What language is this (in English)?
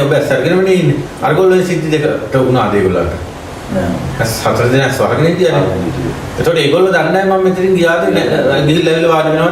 Sinhala